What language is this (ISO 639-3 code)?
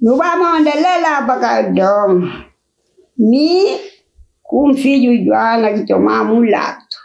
kea